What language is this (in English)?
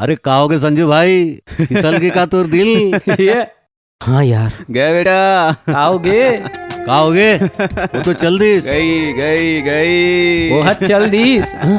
Chhattisgarhi